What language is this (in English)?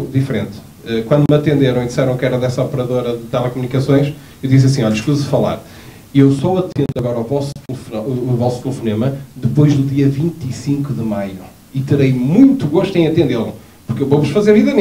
Portuguese